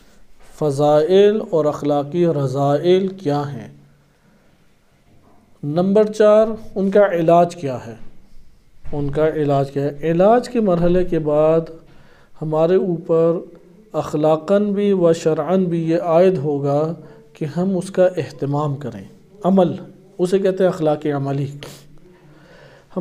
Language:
Urdu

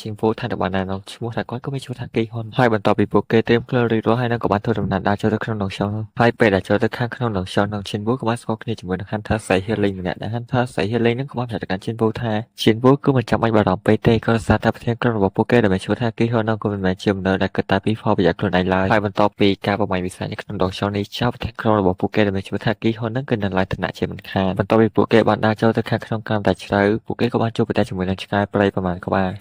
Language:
Khmer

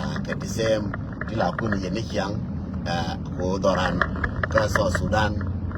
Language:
Nuer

